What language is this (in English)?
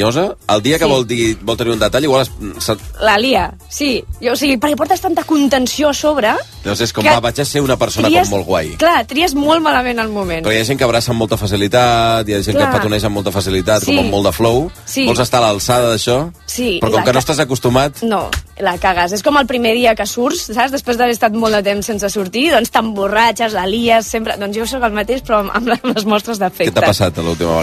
Catalan